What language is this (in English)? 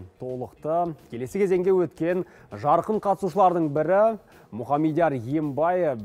Kazakh